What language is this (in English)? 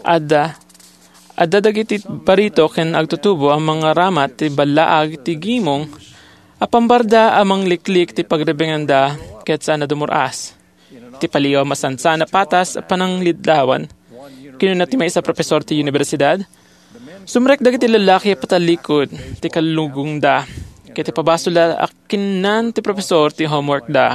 Iloko